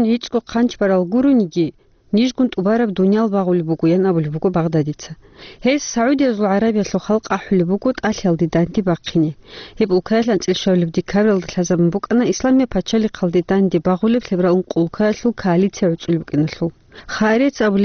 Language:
Avaric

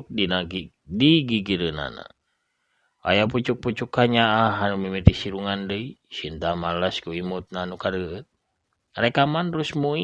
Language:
Sundanese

